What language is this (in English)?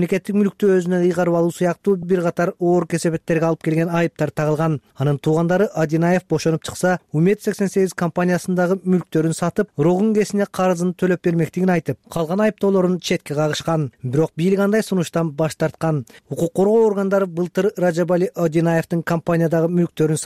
Kyrgyz